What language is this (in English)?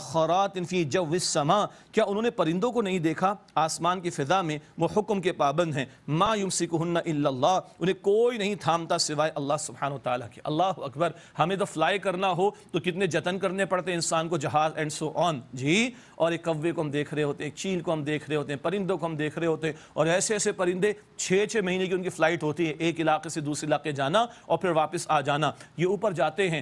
Urdu